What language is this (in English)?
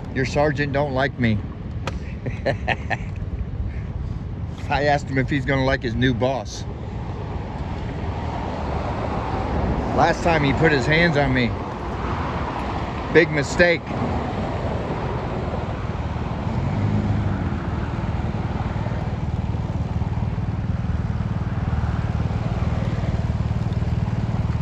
English